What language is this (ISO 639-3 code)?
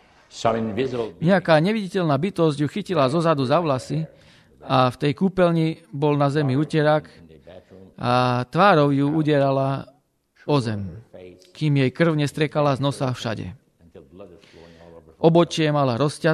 slk